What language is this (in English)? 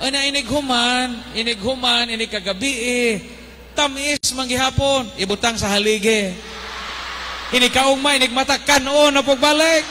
Cebuano